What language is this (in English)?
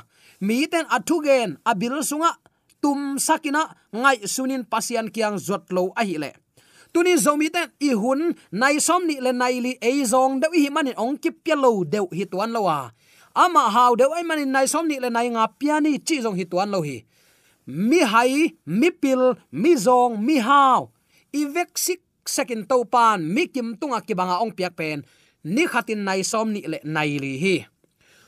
Tedim Chin